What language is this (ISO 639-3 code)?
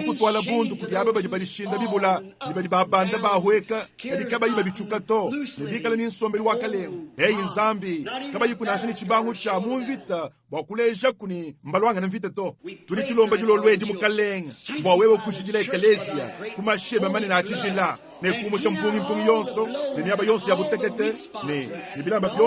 lua